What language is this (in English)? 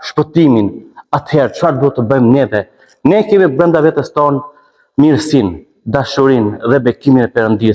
Albanian